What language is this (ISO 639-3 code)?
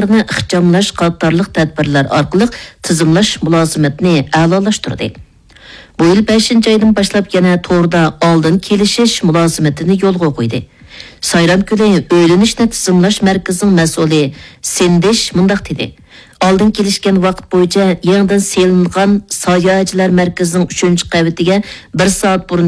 uig